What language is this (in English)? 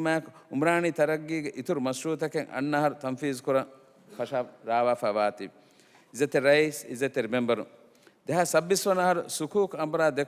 Divehi